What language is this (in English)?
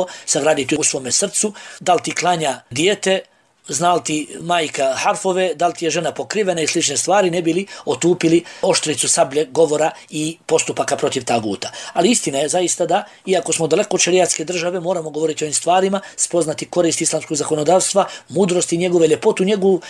Bosnian